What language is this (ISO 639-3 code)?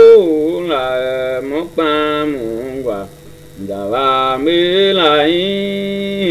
tiv